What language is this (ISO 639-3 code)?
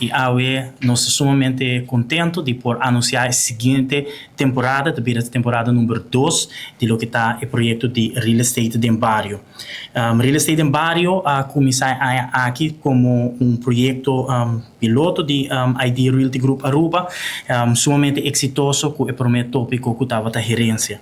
pap